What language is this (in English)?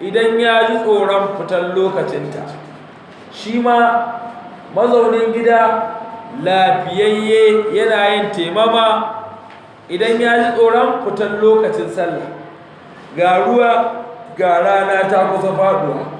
Hausa